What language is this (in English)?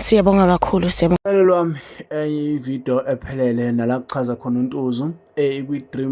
Zulu